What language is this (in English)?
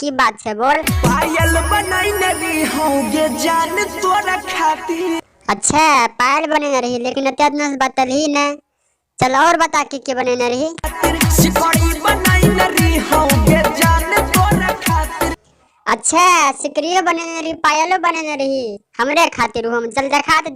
Maithili